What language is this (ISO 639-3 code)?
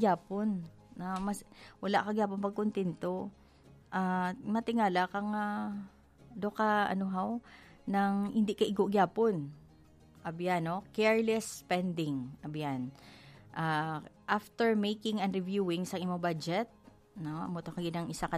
hil